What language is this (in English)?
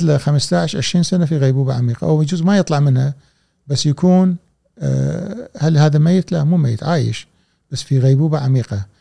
Gulf Arabic